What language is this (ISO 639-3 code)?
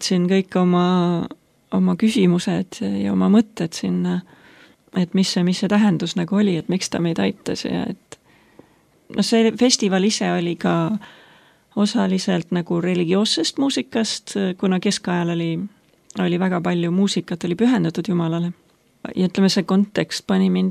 est